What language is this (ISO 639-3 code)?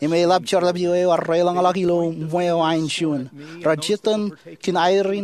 mah